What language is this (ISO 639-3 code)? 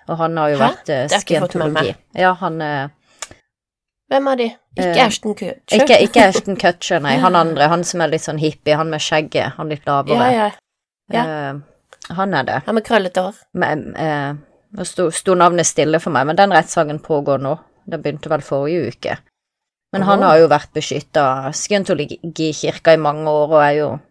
nor